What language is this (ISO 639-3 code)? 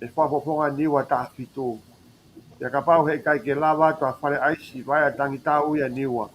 ton